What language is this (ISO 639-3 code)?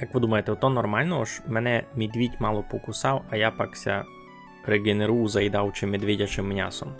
rue